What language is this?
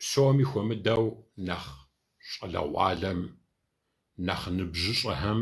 Kabardian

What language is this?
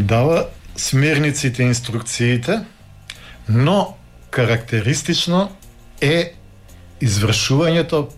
Macedonian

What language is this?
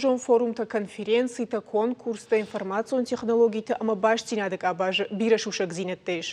Ossetic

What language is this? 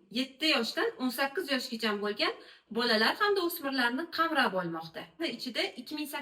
Uzbek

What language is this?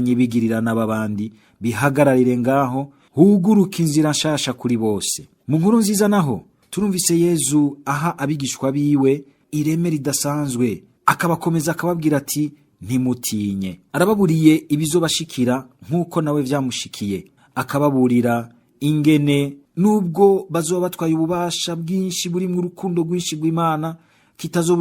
Rundi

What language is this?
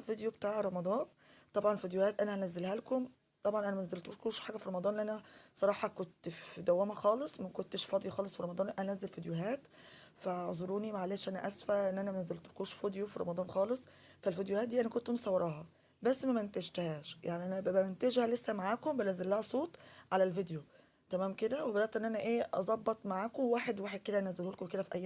Egyptian Arabic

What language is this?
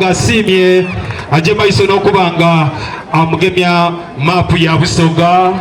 Soga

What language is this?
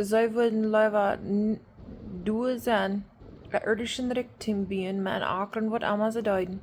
Plautdietsch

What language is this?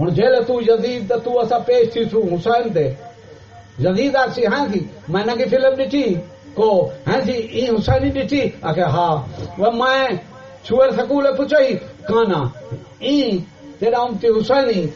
Saraiki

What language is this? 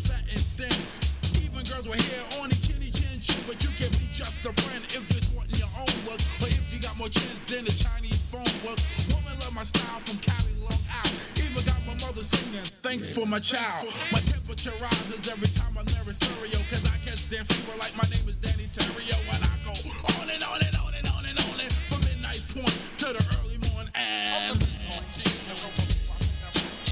English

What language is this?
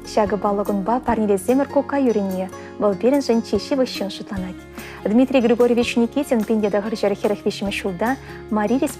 Chuvash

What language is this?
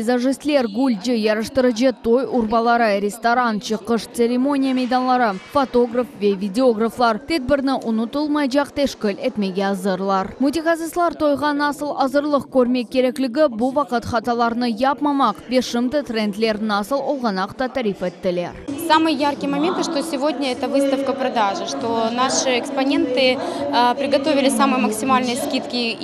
Crimean Tatar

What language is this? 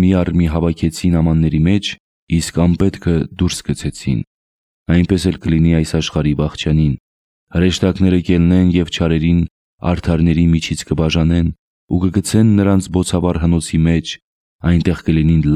Armenian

